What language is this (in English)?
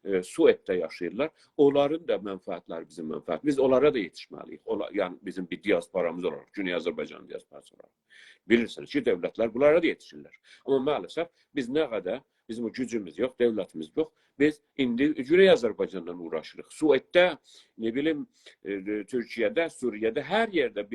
South Azerbaijani